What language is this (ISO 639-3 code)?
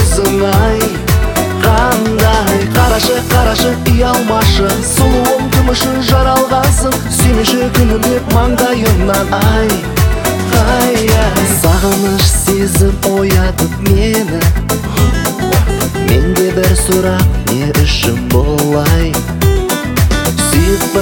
kaz